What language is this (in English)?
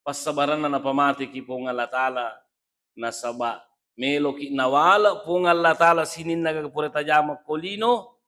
Buginese